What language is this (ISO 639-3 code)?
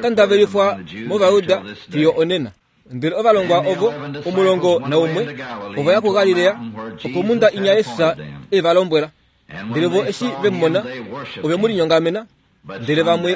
kua